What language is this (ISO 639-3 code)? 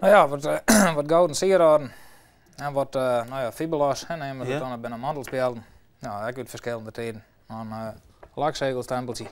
fry